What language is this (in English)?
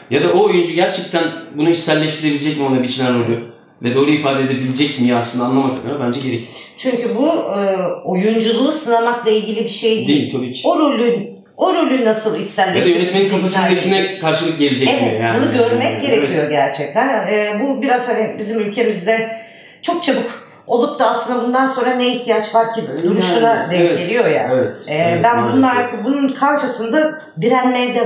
Turkish